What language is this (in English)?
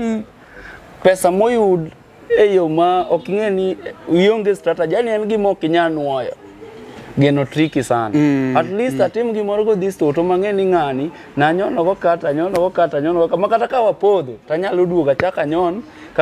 Luo (Kenya and Tanzania)